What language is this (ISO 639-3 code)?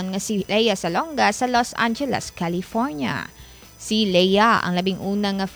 hil